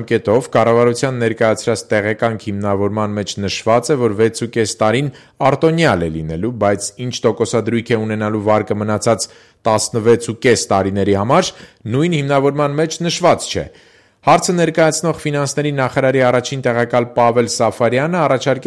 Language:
Armenian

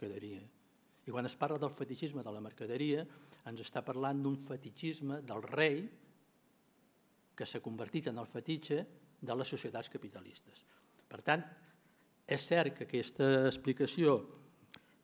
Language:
Catalan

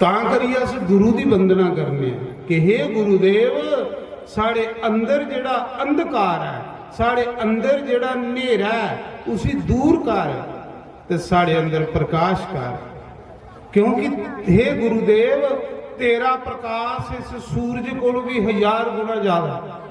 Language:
Dogri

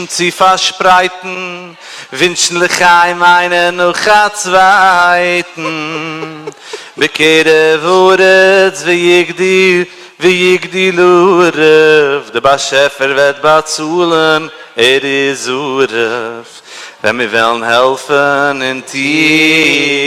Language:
Yiddish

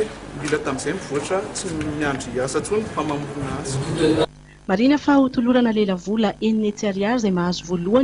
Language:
Malagasy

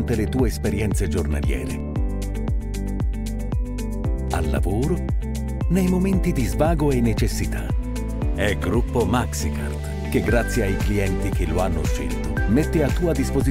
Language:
Italian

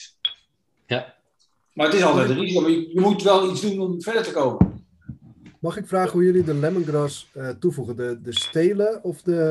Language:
Dutch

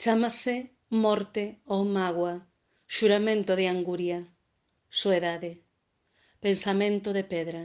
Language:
Galician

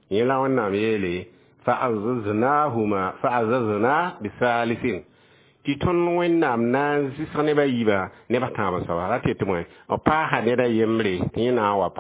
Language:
Mossi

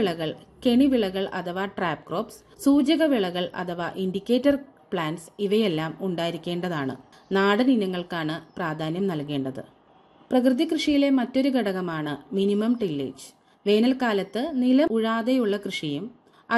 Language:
Malayalam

